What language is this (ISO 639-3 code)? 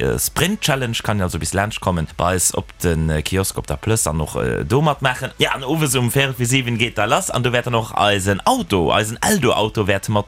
ltz